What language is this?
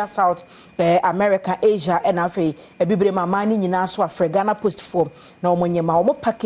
Akan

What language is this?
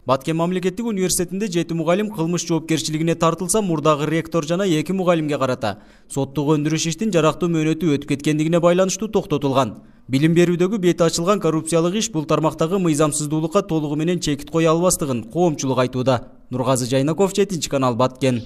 Kyrgyz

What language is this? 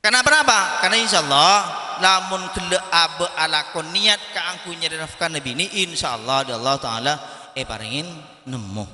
Madurese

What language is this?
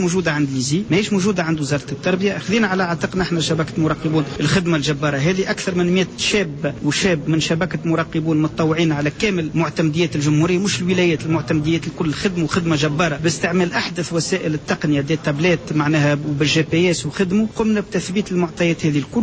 Tunisian Arabic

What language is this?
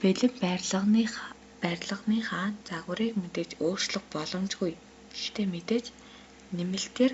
Mongolian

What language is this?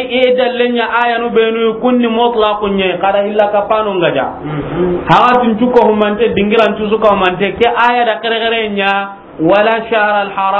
Soninke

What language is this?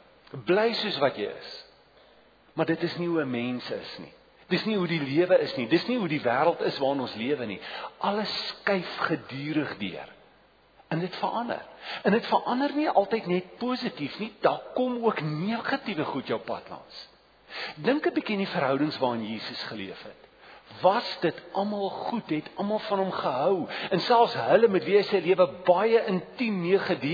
Afrikaans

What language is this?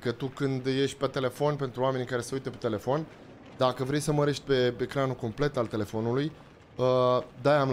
Romanian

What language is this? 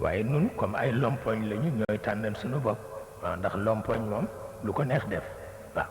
Wolof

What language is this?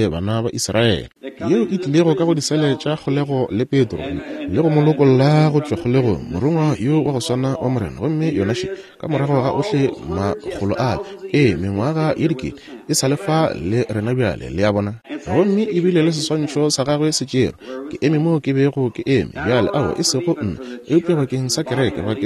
Northern Sotho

